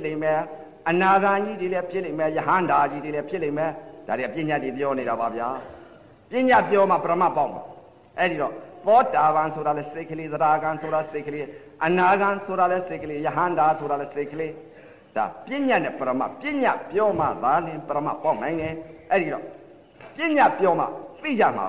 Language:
Burmese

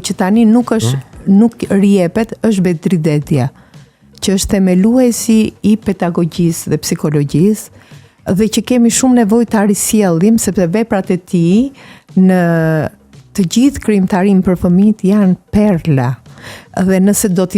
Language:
Albanian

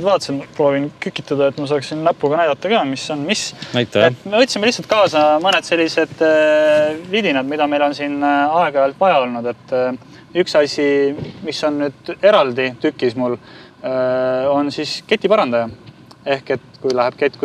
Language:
Estonian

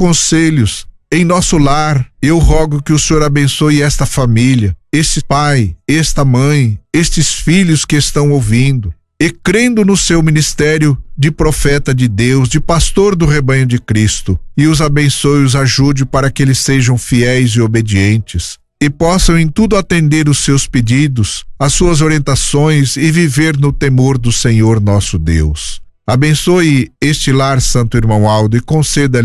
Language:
Portuguese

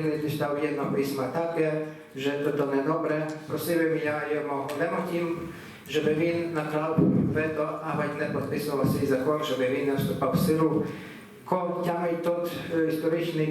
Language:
Rusyn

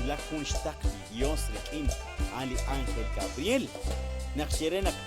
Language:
Kekchí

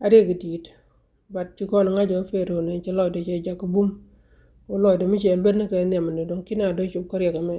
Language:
Nuer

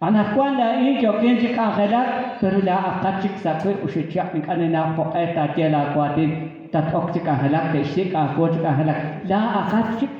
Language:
Kekchí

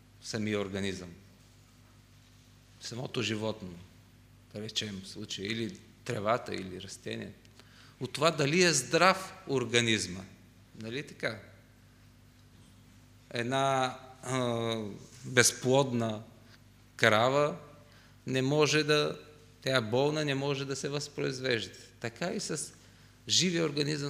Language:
Bulgarian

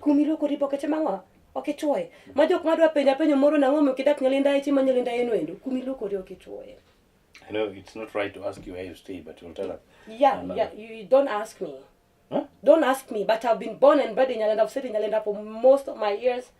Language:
Luo (Kenya and Tanzania)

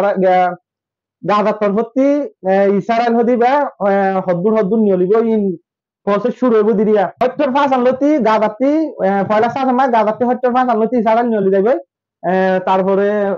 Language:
Rohingya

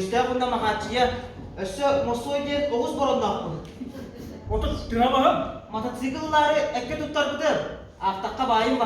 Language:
Yakut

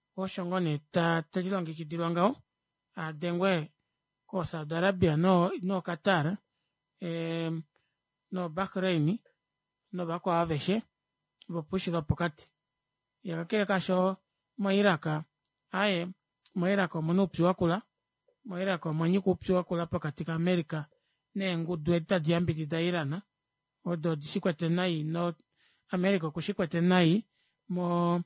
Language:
Kuanyama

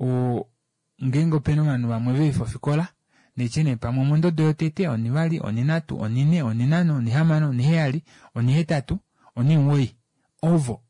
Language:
Kuanyama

